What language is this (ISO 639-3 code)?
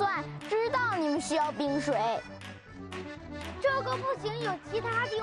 zho